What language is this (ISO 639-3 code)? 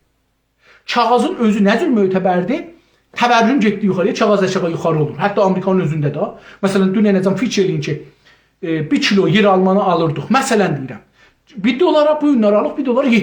azb